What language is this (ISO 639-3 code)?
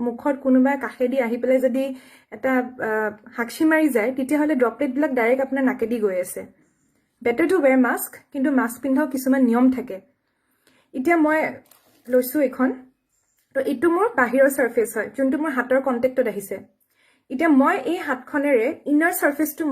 asm